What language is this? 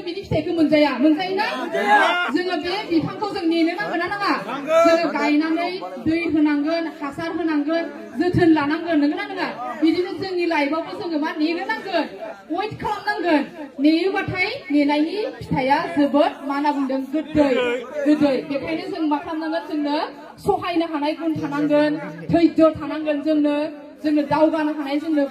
Bodo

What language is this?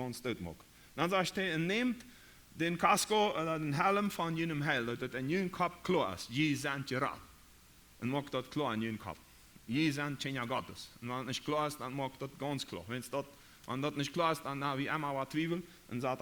Plautdietsch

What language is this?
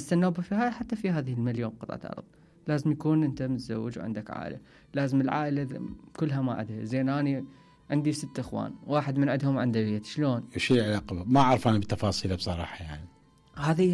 Mesopotamian Arabic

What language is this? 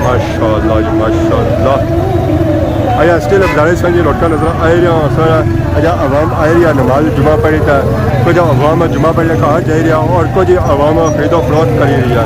Pahari-Potwari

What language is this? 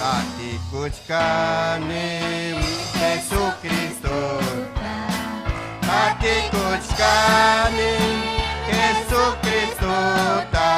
Ayacucho Quechua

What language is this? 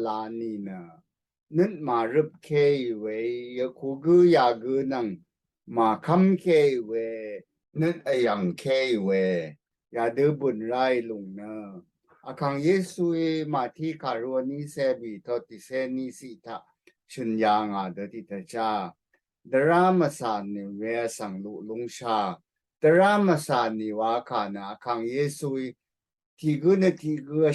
Rawang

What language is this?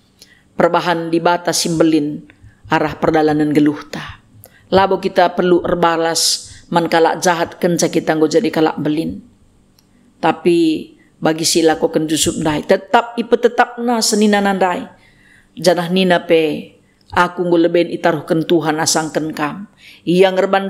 Batak Karo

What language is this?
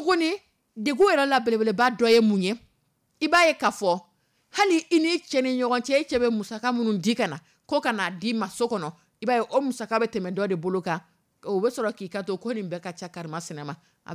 Dyula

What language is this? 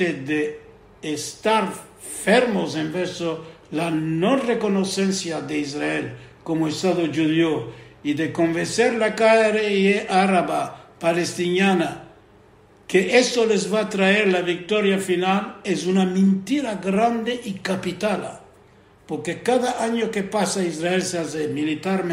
Ladino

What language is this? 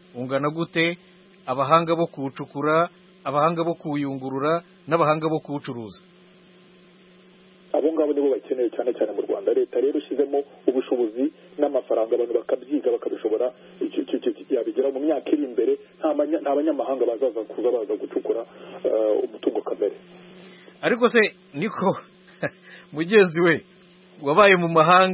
Kinyarwanda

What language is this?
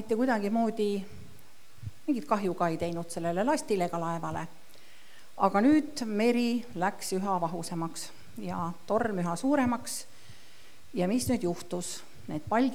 Estonian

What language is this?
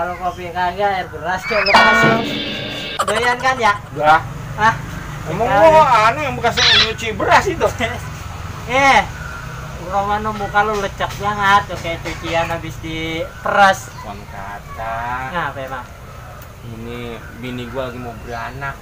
Betawi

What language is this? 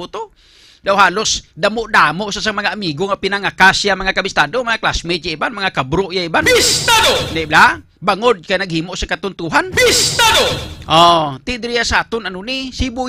Hiligaynon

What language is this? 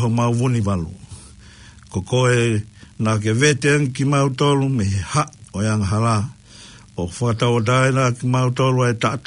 Tongan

